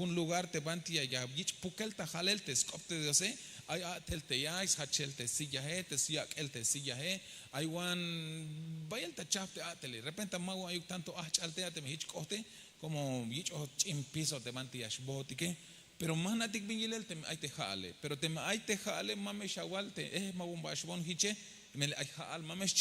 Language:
Tzeltal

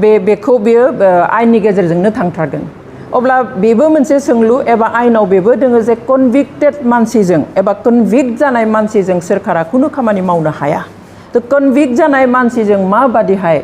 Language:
Bodo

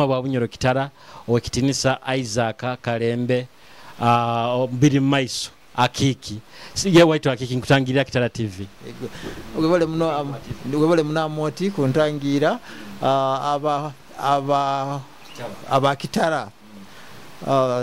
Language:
Nyoro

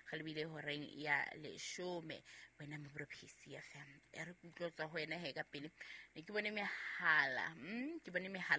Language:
Southern Sotho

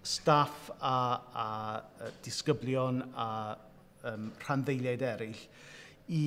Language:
Welsh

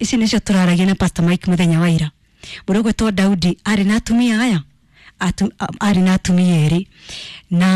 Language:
Kikuyu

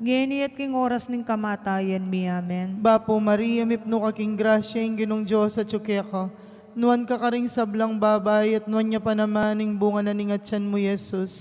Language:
Pampanga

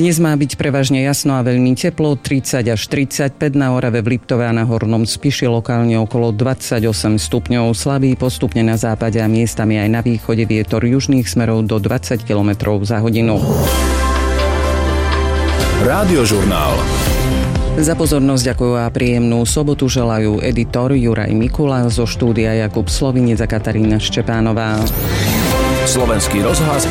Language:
Slovak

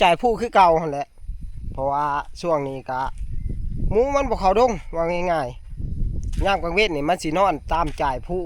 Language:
Northeastern Thai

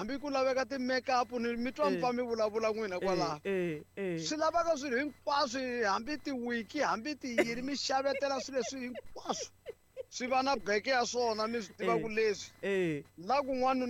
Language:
Tsonga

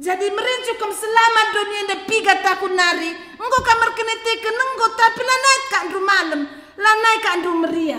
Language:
Batak Karo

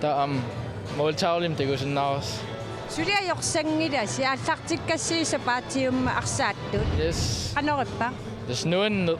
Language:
Kalaallisut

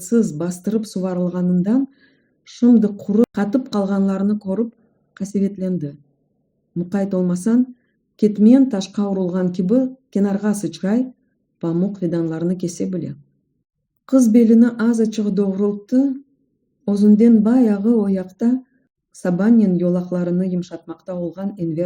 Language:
Crimean Tatar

